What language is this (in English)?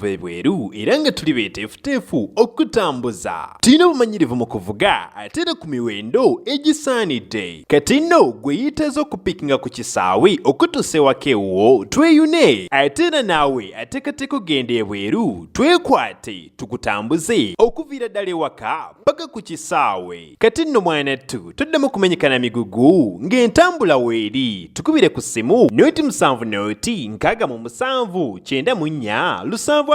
Ganda